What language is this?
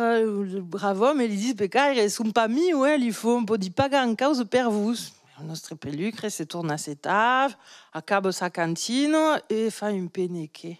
Occitan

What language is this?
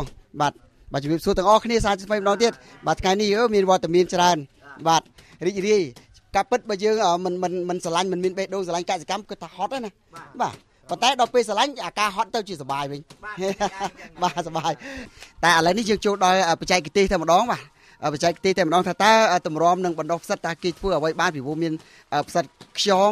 Khmer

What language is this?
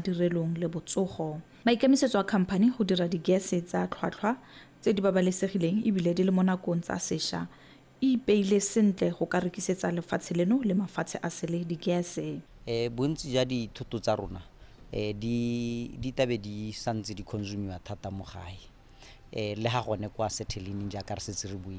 Tswana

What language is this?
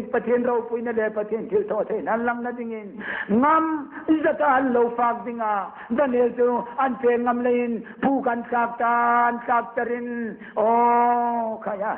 Hmar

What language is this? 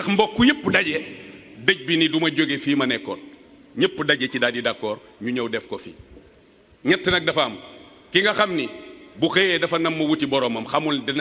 Wolof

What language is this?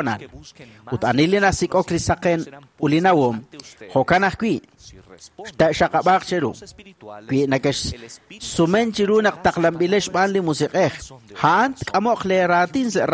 Kekchí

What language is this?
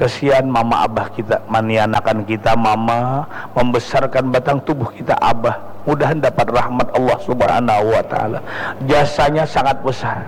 Banjar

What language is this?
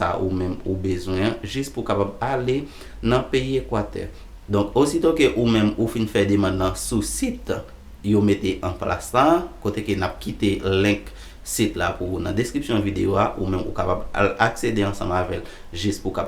Haitian Creole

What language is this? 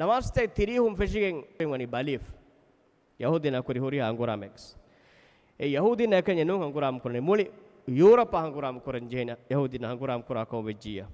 Divehi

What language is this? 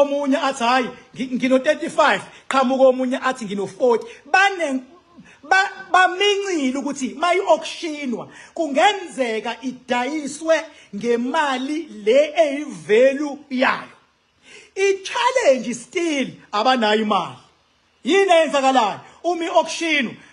Zulu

